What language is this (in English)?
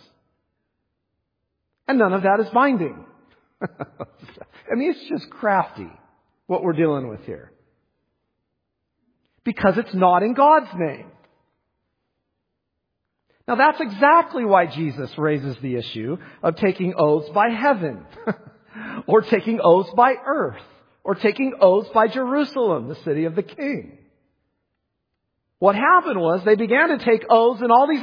English